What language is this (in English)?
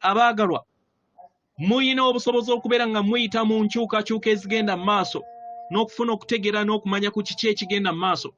Ganda